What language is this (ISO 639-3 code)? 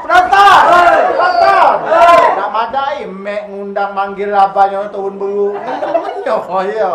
mui